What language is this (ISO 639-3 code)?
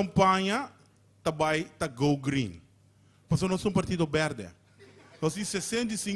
pap